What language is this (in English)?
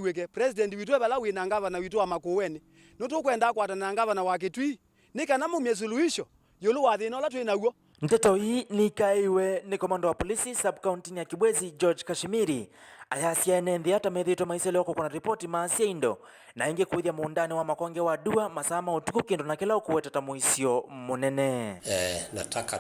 Kamba